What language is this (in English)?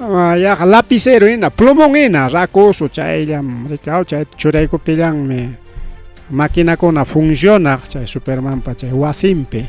Ayacucho Quechua